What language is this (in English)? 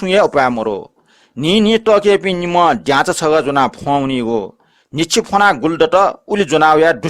Newari